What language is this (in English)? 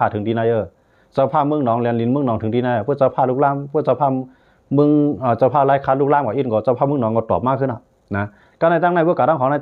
Shan